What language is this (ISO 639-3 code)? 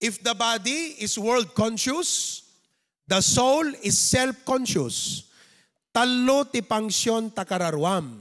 ilo